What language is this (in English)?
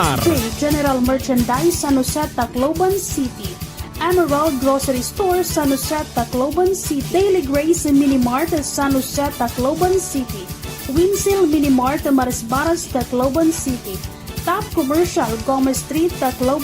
Waray